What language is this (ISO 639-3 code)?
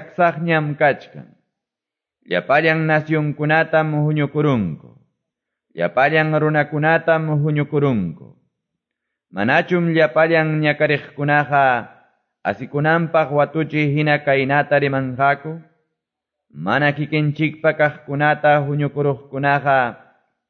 que